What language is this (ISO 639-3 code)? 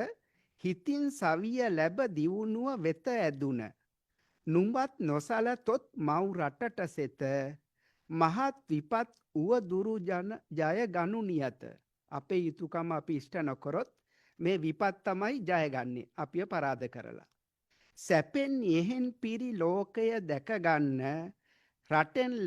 sin